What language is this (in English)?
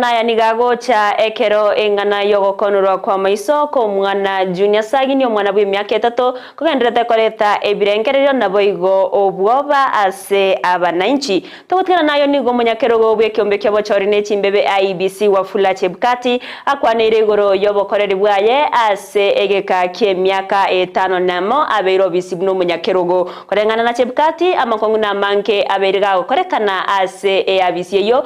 Gusii